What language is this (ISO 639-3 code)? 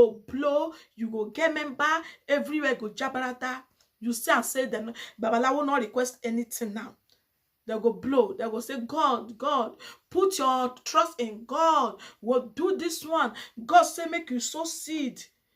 pcm